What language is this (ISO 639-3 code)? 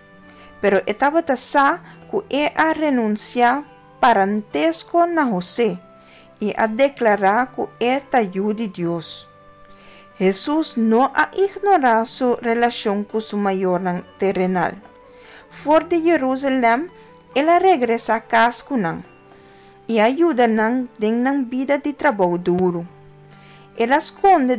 pap